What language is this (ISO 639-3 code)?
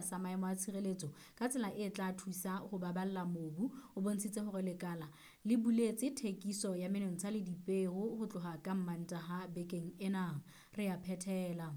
sot